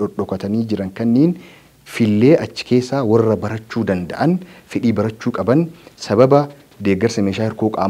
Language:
Oromo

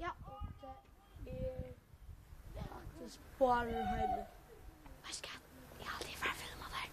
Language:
Faroese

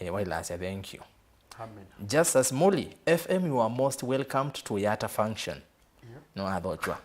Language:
Kamba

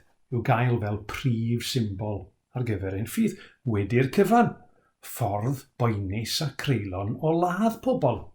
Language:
Welsh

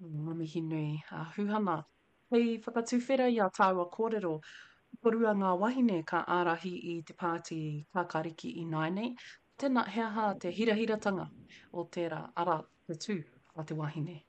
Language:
Māori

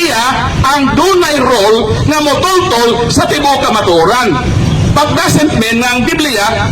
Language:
Cebuano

